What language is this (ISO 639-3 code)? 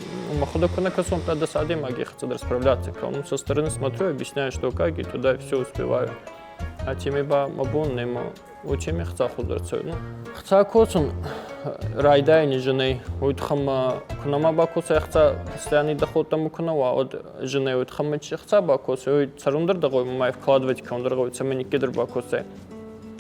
oss